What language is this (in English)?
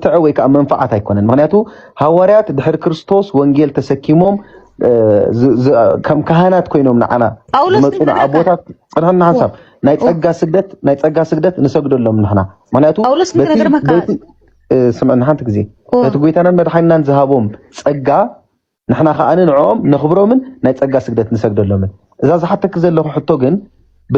Tigrinya